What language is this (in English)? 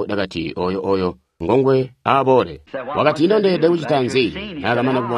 Tonga (Zambia)